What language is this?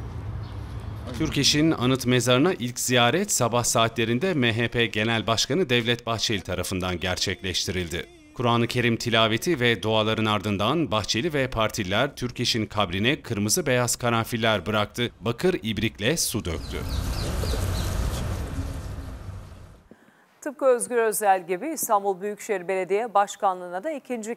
Turkish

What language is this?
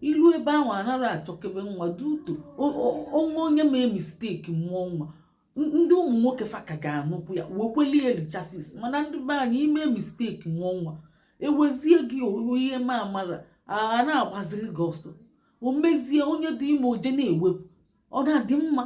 Igbo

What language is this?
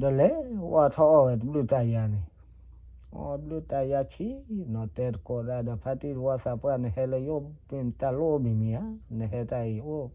S'gaw Karen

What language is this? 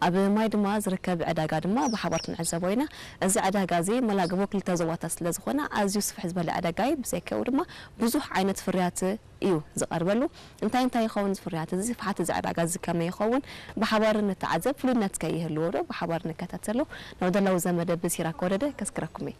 Tigrinya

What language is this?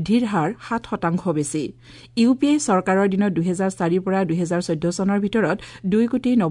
Assamese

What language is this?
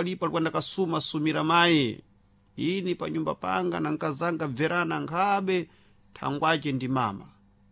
Sena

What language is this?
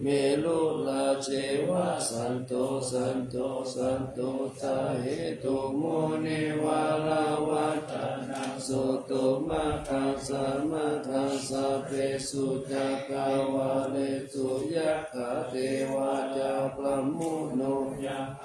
Pali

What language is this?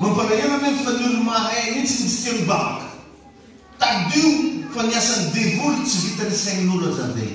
Malagasy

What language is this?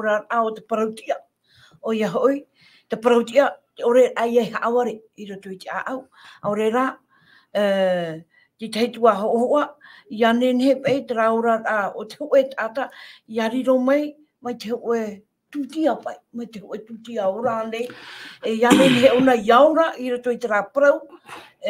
Tahitian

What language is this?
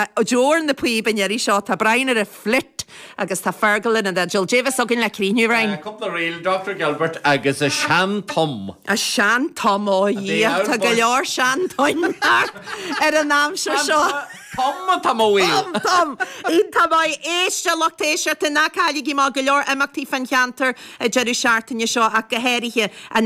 Irish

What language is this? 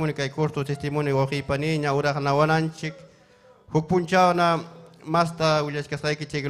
Ayacucho Quechua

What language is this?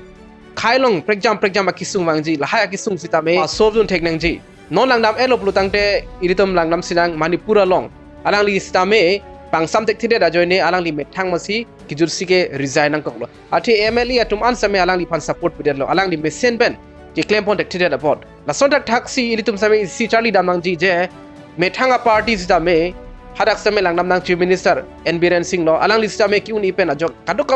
Karbi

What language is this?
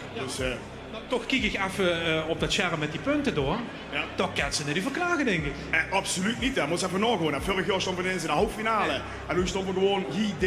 Limburgish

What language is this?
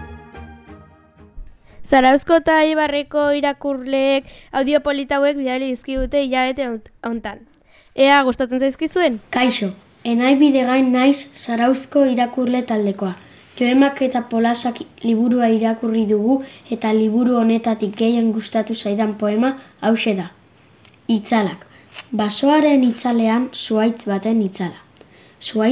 Basque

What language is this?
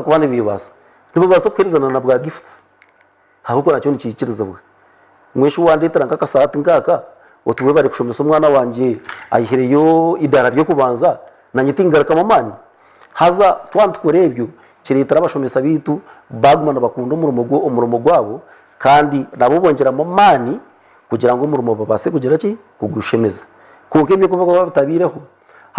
Nyankole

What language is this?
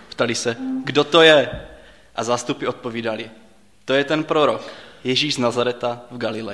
Czech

